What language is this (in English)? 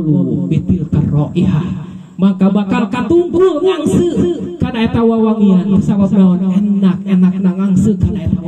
Sundanese